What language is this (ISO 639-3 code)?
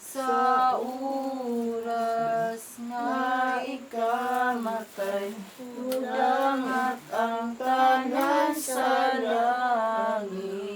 ceb